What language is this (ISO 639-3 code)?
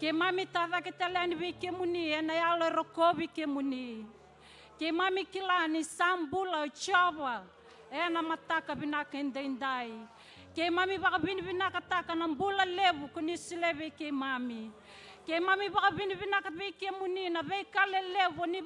fij